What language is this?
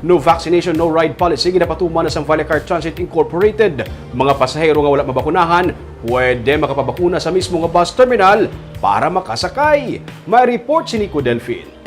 Hiligaynon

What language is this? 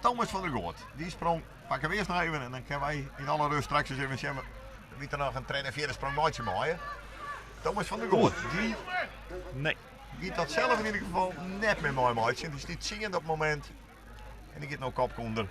Western Frisian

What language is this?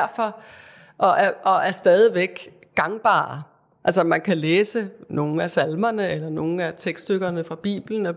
Danish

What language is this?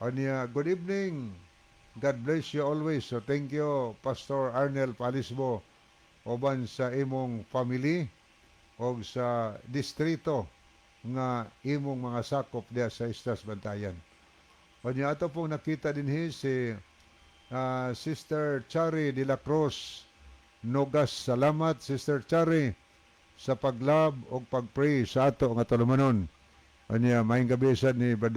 Cebuano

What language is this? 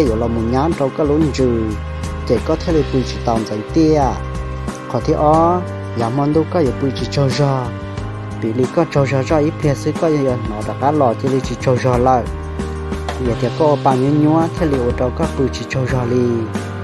Hmong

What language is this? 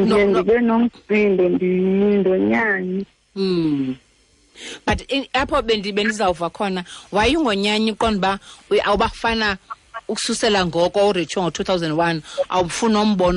Xhosa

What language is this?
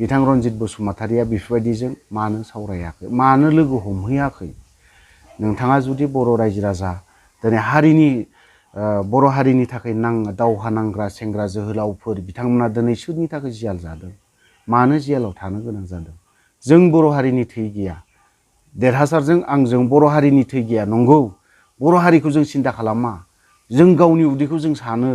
Bodo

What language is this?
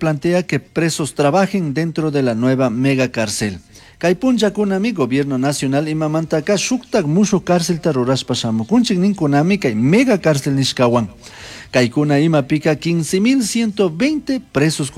Chimborazo Highland Quichua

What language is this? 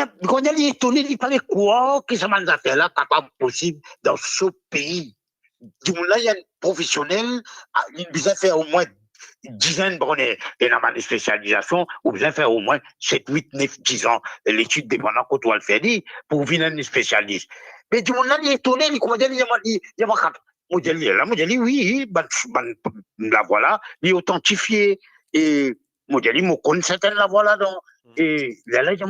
Morisyen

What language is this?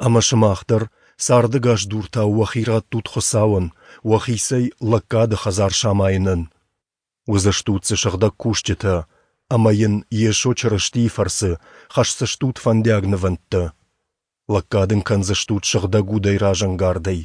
Ossetic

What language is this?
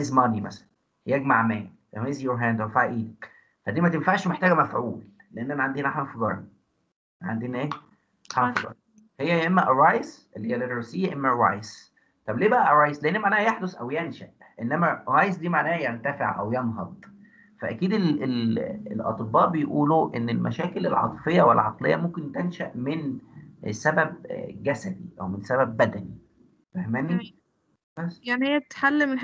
Egyptian Arabic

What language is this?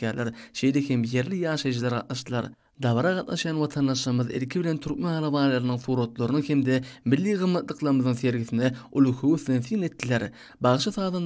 Turkmen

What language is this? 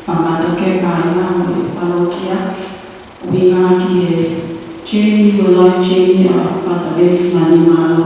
Tongan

